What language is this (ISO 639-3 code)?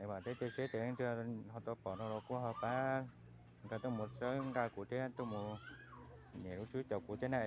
hmn